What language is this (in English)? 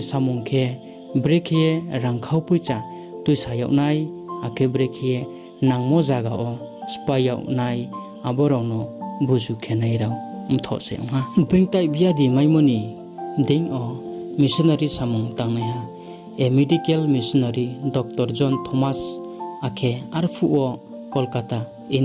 Riang (India)